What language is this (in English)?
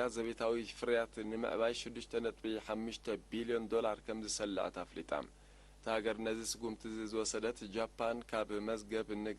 Tigrinya